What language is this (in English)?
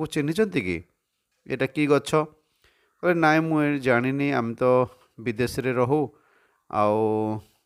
Odia